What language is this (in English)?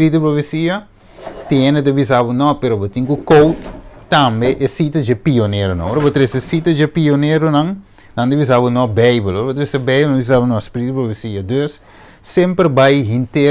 Papiamento